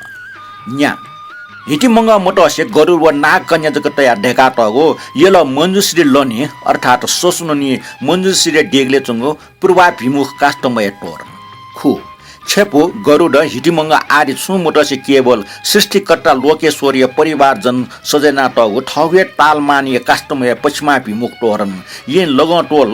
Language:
Newari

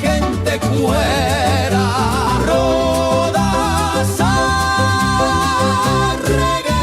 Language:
Guarani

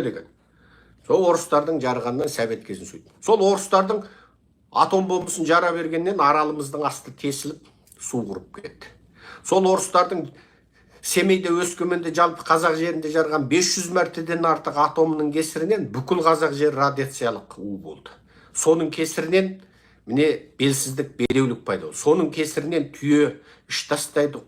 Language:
Kazakh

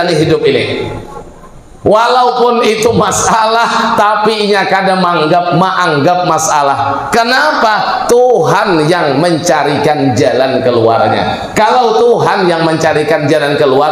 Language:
Banjar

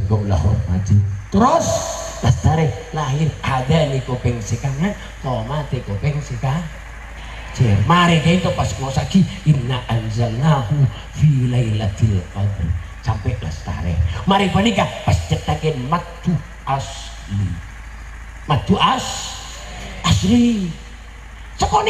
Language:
Madurese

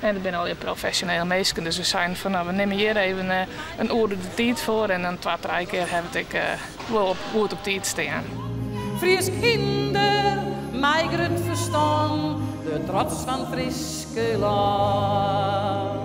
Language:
Western Frisian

